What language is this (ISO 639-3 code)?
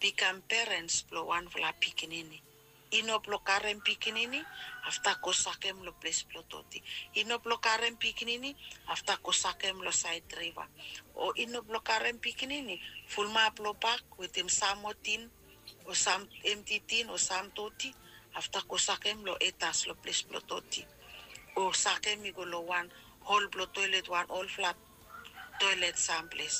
bis